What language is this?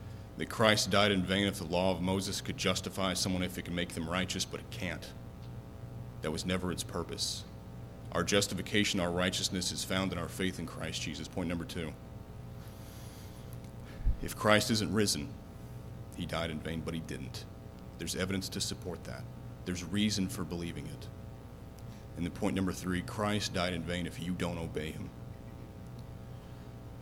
English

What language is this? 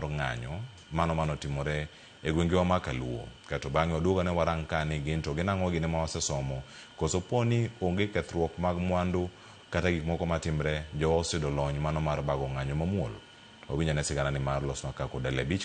Luo (Kenya and Tanzania)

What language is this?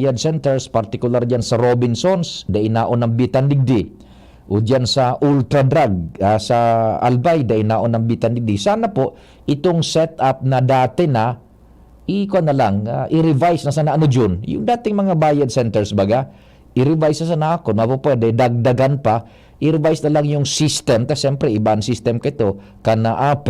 Bikol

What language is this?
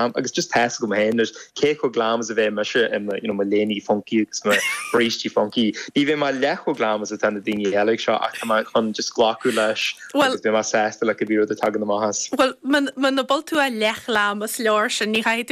Irish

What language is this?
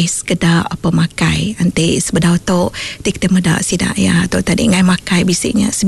Iban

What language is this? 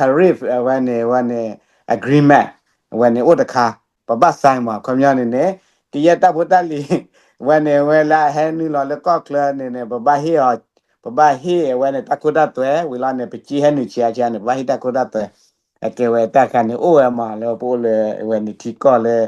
S'gaw Karen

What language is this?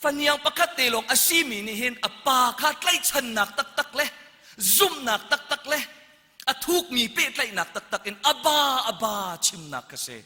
Hakha Chin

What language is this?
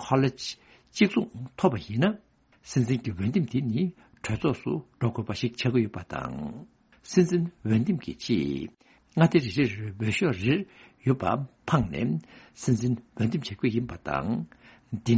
Tibetan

